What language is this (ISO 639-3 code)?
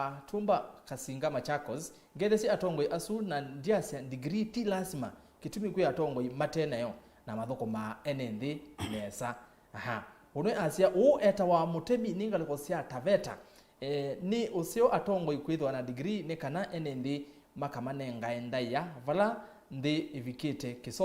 kam